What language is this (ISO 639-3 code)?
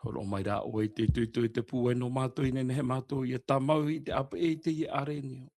tah